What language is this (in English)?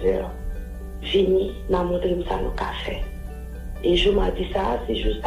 Haitian Creole